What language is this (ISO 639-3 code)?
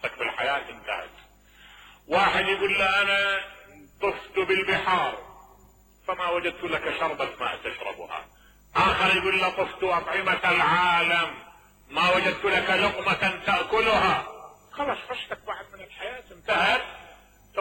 acm